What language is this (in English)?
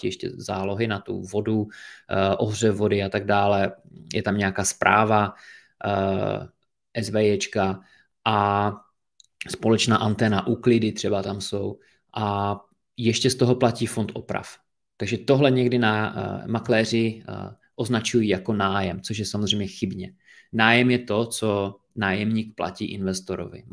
Czech